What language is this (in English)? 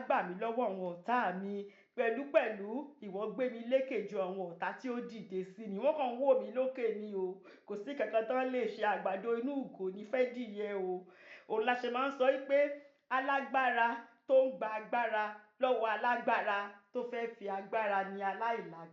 Yoruba